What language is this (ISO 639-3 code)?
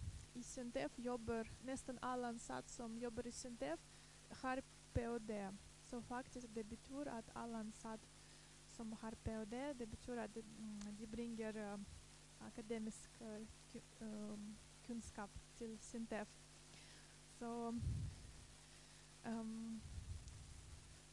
nor